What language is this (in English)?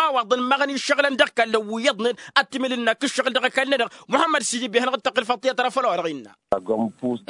Tamasheq